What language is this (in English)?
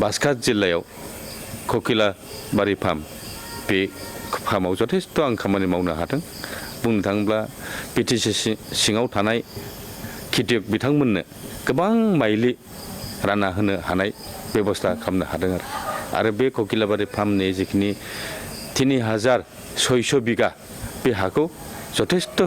Bodo